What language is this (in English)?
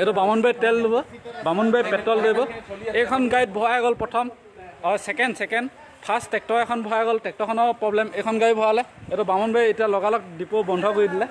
Assamese